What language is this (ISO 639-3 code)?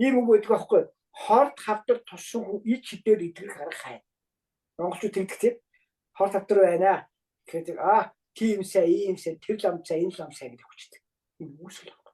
mon